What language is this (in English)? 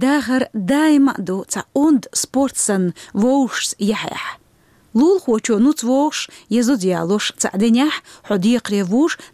Chechen